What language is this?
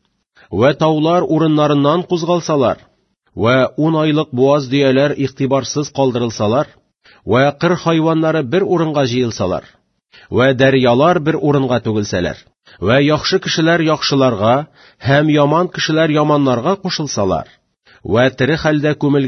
Tatar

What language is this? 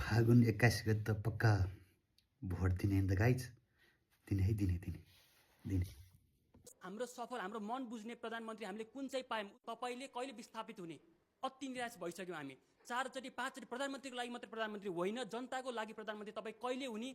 Nepali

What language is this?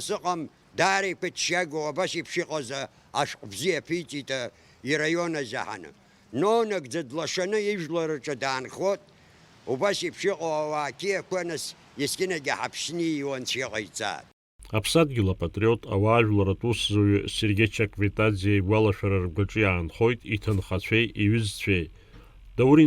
Abkhazian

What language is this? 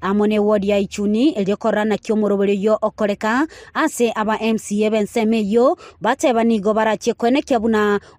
Gusii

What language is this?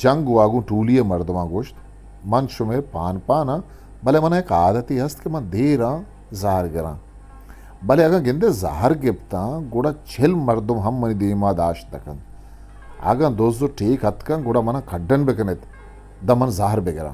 Eastern Balochi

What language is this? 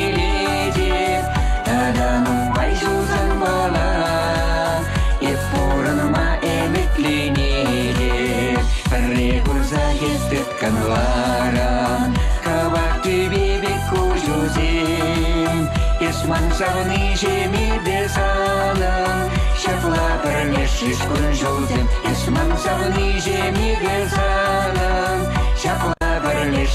Chuvash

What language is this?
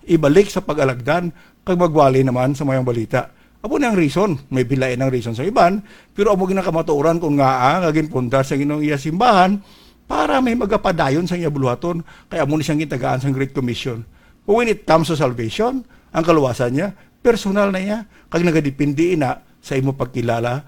Hiligaynon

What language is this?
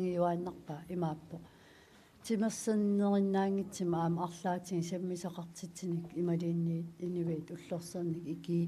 Kalaallisut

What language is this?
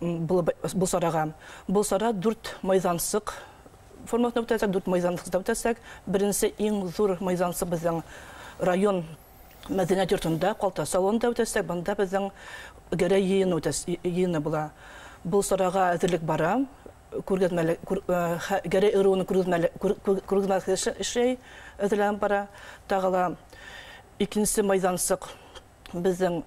Bashkir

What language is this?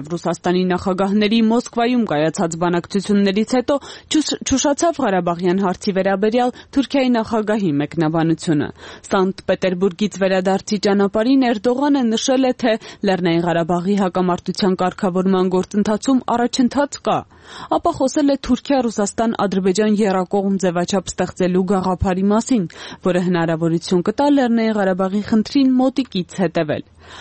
Armenian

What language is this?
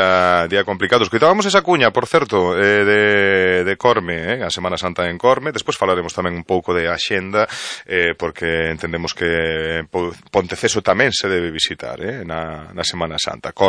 Galician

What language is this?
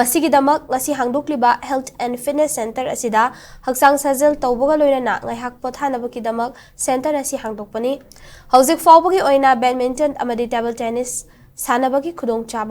Manipuri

